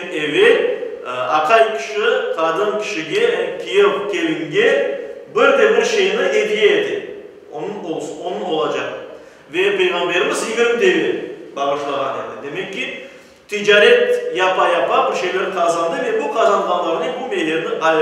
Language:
Crimean Tatar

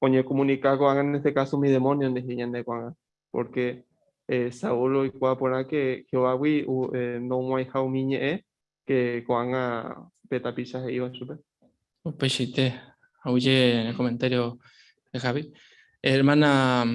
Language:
Guarani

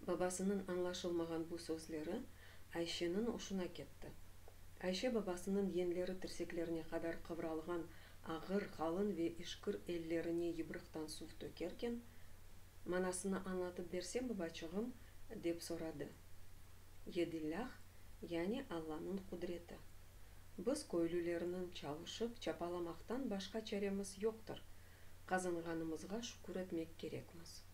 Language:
Crimean Tatar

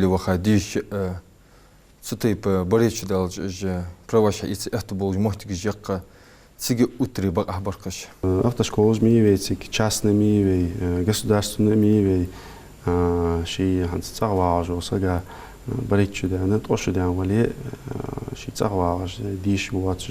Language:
Ingush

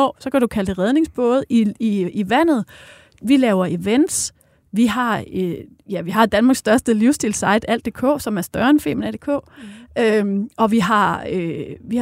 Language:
Danish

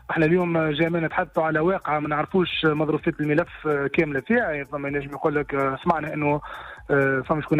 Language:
Tunisian Arabic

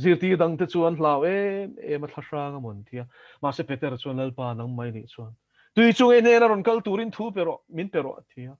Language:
Mizo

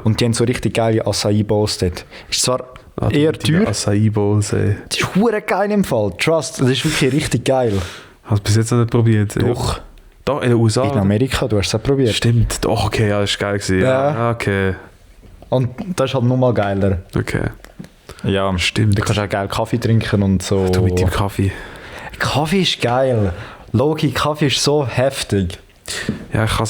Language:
Swiss German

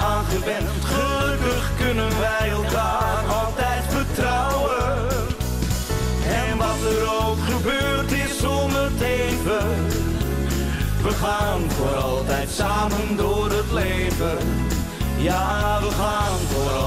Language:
Dutch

